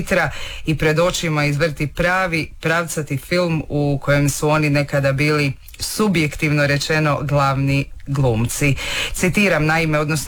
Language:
Croatian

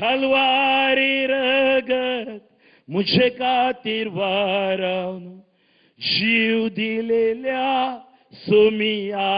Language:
Konkani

